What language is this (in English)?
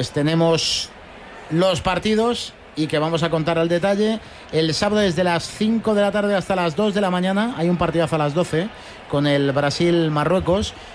Spanish